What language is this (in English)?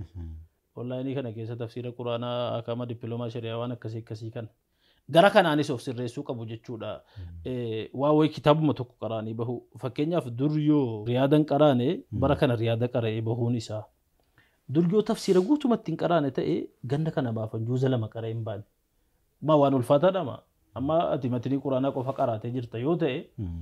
Oromo